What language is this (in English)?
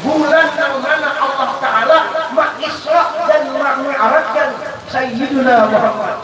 Banjar